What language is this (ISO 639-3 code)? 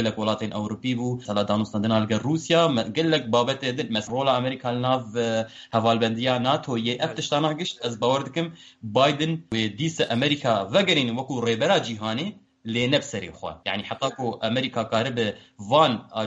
kur